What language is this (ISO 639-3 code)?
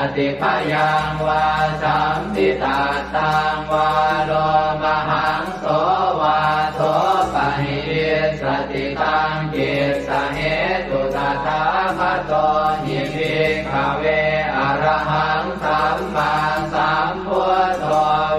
pli